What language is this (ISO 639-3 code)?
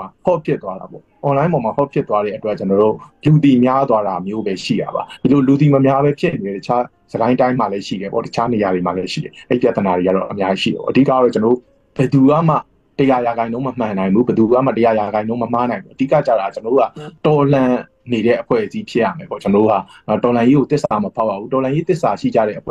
mya